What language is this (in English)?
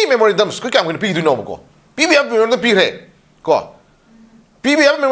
Manipuri